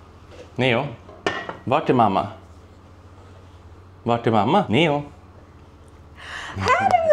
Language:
Swedish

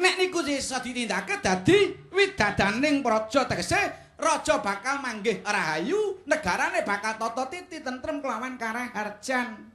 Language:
Javanese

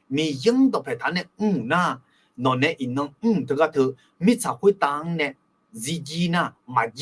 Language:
Akha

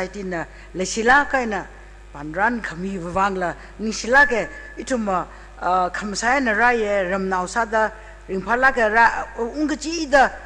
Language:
Tangkhul Naga (India)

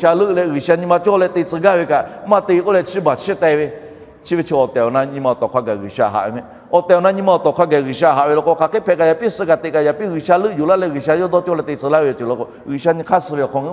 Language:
Lahu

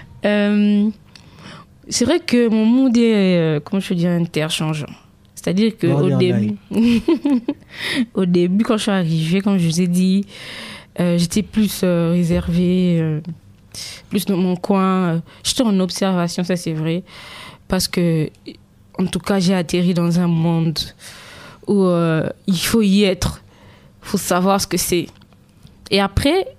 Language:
French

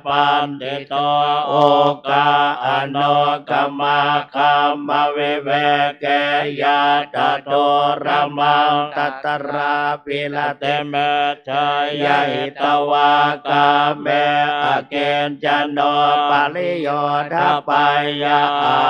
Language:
Pali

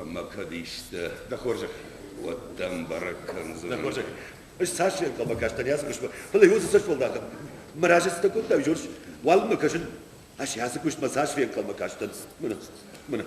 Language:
Ossetic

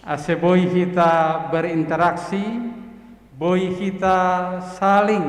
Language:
Batak Simalungun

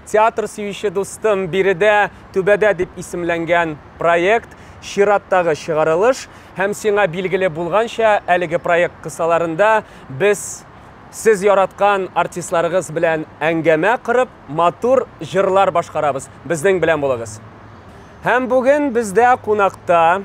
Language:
Tatar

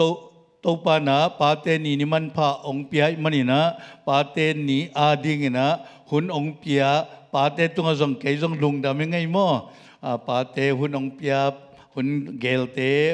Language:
Tedim Chin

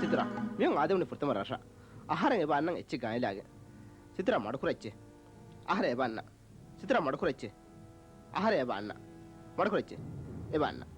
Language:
Divehi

